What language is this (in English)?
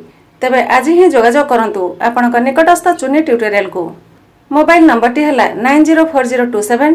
Odia